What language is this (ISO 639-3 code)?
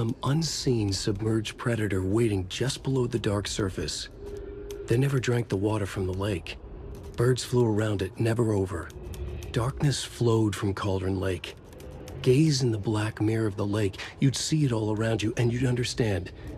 eng